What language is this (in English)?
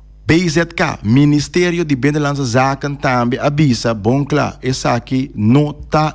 Papiamento